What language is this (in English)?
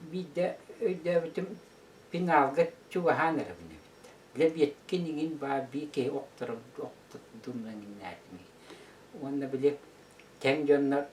Yakut